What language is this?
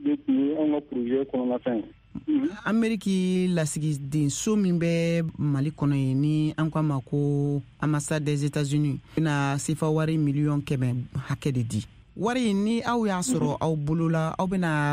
Bambara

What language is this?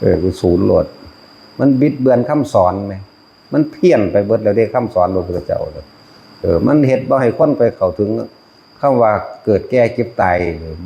Northeastern Thai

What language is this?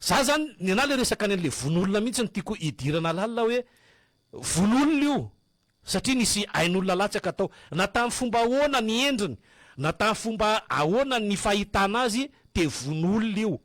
Malagasy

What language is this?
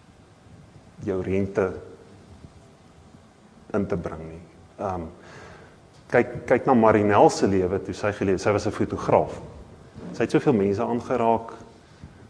Afrikaans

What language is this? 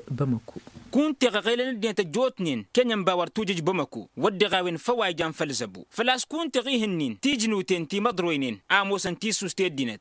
Tamasheq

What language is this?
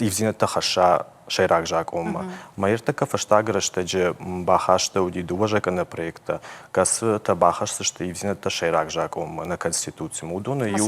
Ossetic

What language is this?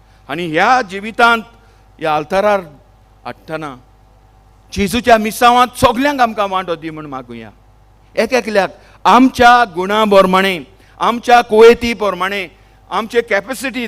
Konkani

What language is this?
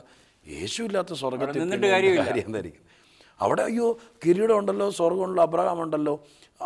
Malayalam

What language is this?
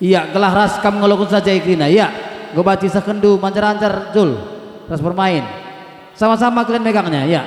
Batak Karo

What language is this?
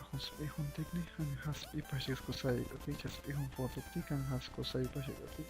Chuj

